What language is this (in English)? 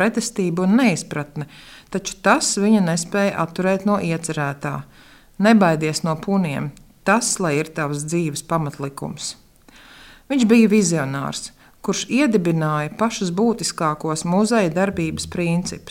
Latvian